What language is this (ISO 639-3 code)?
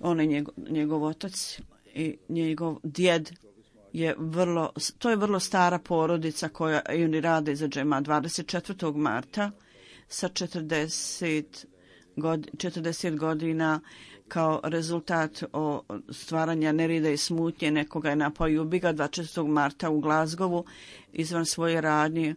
bos